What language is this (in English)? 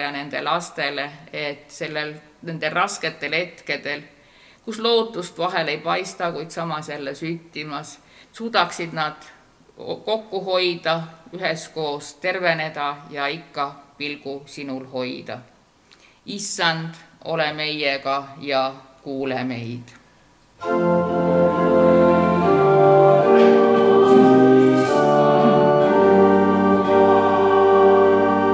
Estonian